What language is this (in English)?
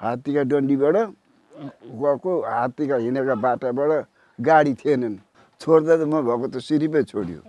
Nepali